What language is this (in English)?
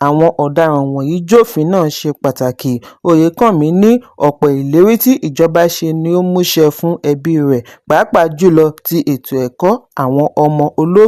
Yoruba